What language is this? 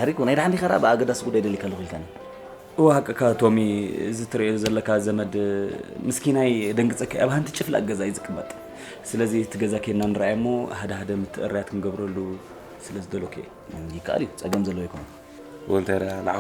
Tigrinya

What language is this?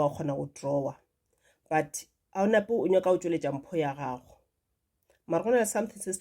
Northern Sotho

